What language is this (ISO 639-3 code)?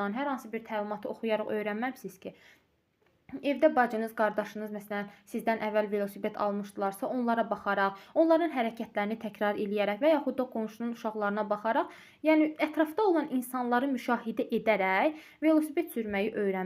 aze